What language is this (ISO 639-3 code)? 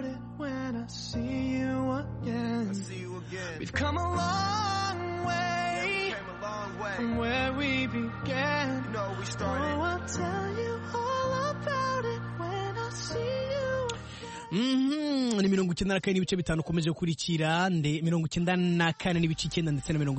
kin